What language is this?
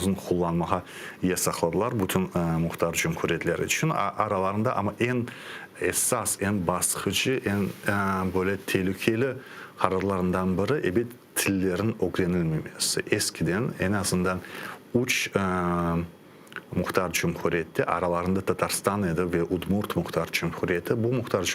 Crimean Tatar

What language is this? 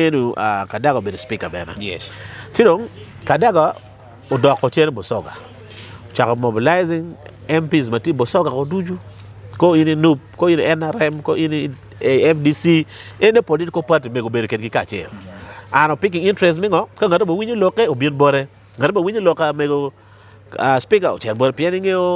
Acoli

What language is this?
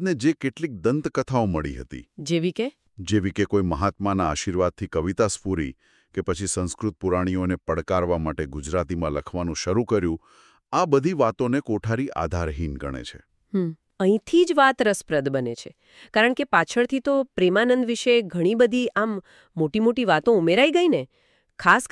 Gujarati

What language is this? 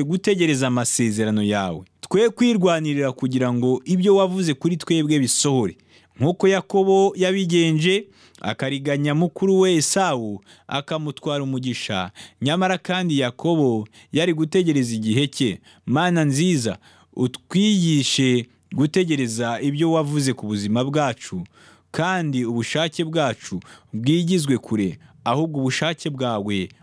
Kinyarwanda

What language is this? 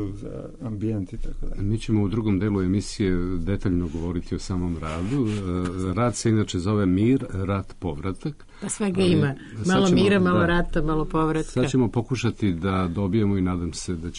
Serbian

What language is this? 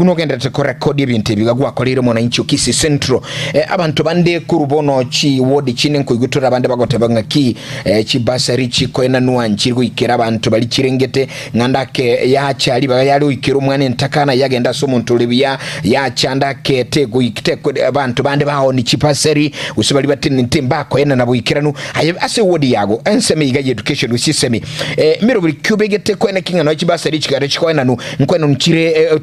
Gusii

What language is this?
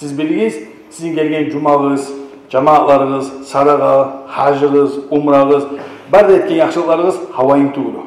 Kumyk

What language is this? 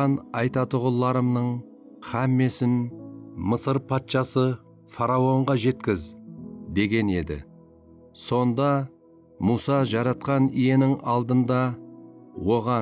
Kara-Kalpak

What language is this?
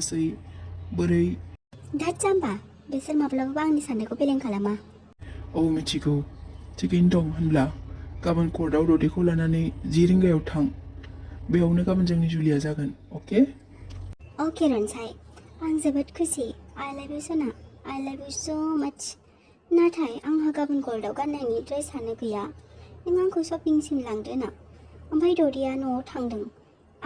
Bodo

